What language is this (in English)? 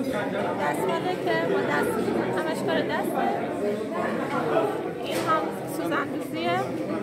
Persian